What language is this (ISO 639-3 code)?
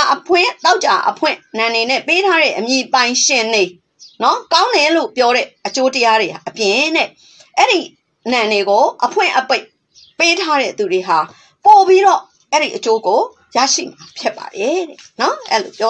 mya